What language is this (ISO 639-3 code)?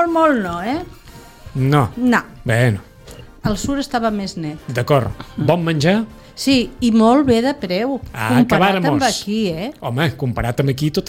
cat